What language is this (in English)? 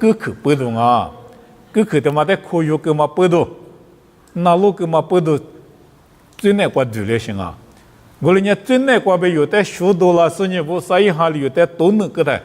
Lisu